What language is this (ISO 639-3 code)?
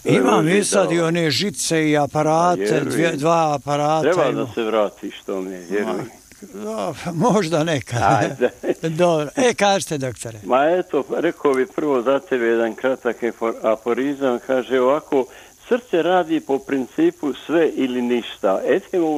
bos